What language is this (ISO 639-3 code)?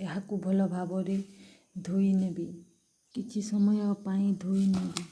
ori